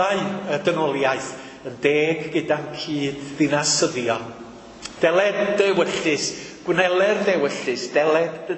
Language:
Welsh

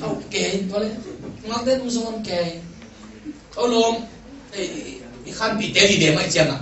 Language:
Tedim Chin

